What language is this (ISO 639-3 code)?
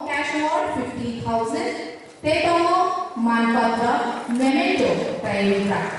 trp